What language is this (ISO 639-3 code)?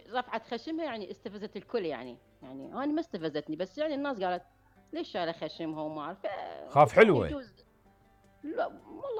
acm